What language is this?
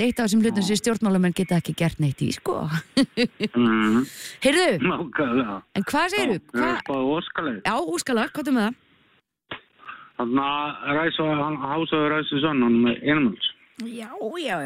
Icelandic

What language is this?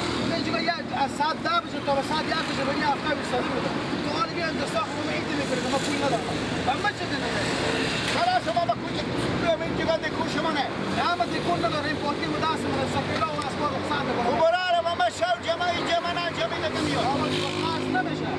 Persian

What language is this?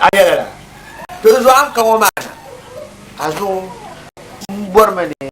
Dagbani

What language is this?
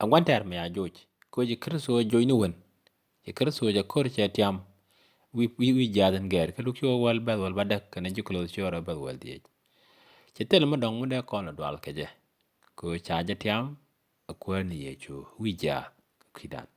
Nuer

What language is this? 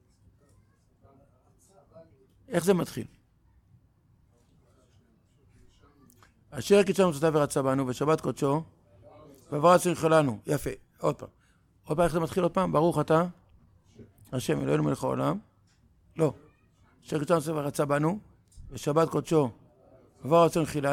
Hebrew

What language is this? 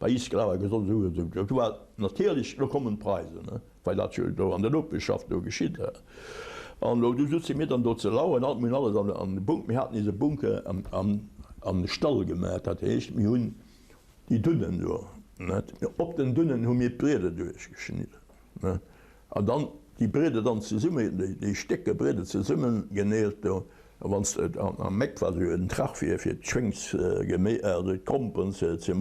Luxembourgish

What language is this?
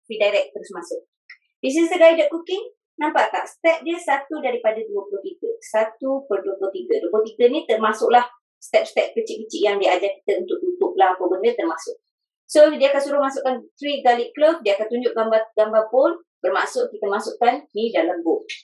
Malay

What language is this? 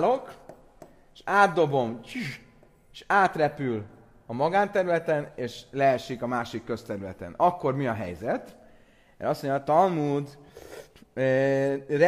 Hungarian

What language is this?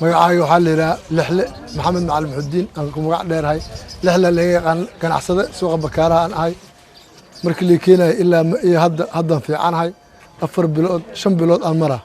Somali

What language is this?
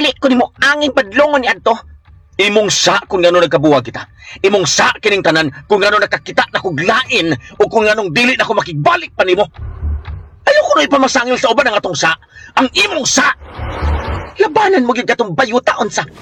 Cebuano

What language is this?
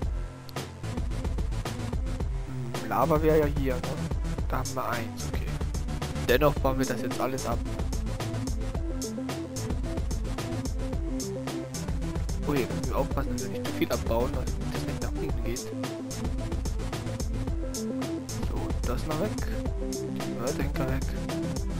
German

